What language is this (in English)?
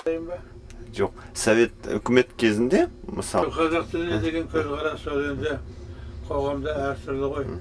Kazakh